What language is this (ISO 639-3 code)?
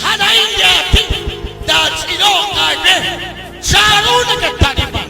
kek